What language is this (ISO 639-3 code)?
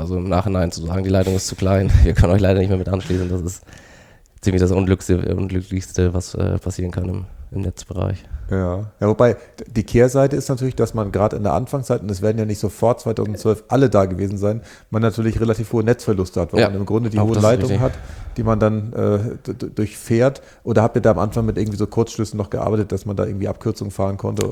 deu